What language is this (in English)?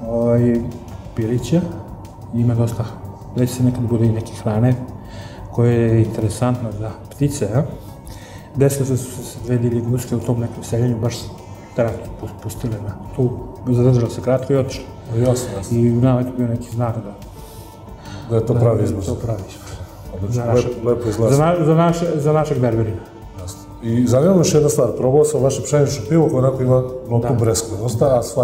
Serbian